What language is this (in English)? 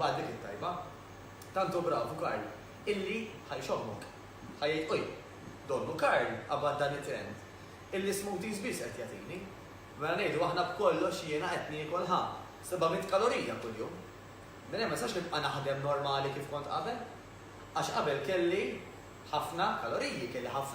Maltese